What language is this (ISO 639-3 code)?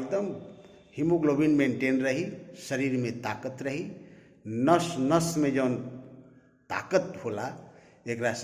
bho